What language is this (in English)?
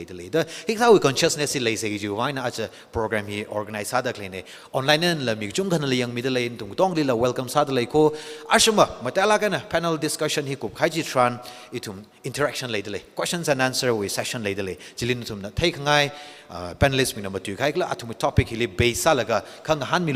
Tangkhul Naga (India)